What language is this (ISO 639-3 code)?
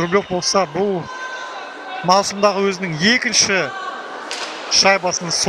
kaz